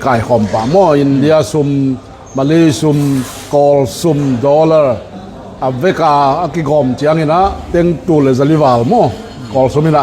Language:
Tedim Chin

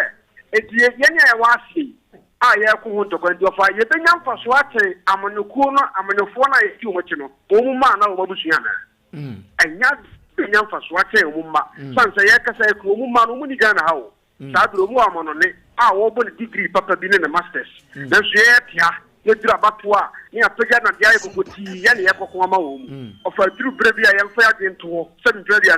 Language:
Akan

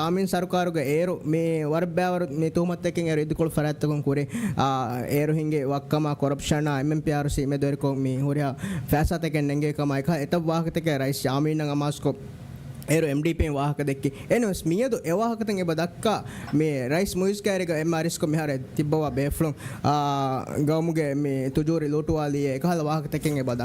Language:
Divehi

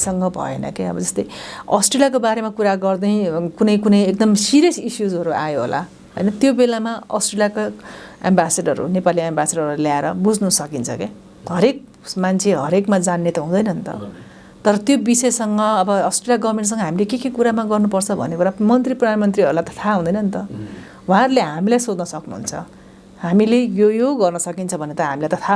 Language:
Nepali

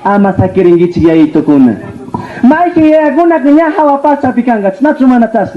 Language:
Chimborazo Highland Quichua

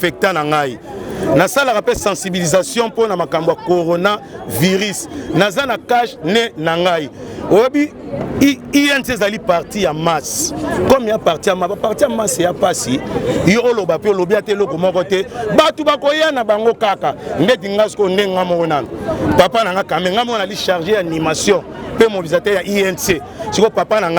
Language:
Lingala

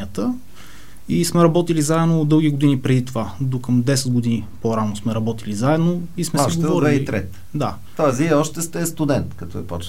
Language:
Bulgarian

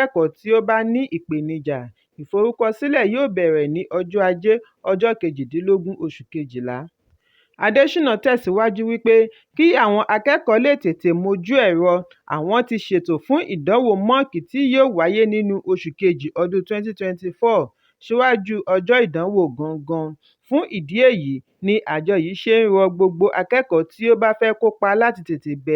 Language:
Yoruba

